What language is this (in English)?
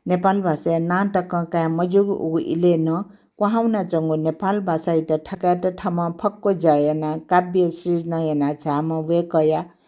Newari